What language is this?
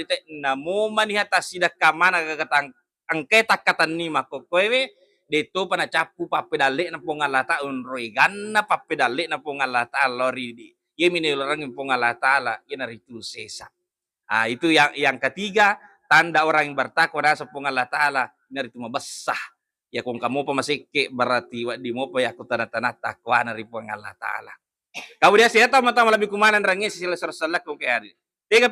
Buginese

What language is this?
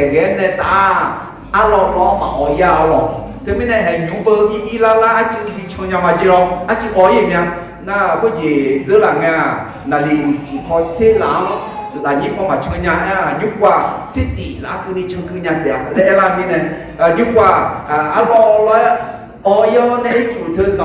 Akha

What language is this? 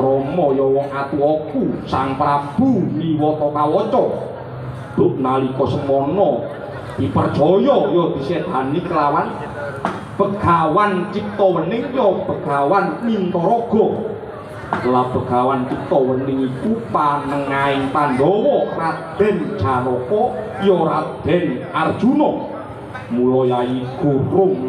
Javanese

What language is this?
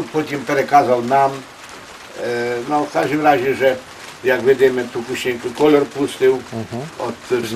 Rusyn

